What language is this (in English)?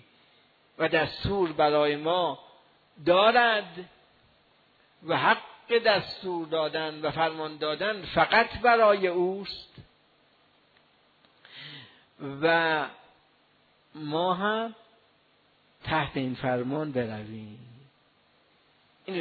Persian